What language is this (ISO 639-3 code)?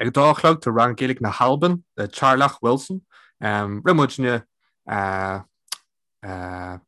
gle